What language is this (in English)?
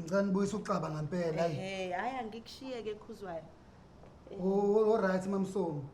Zulu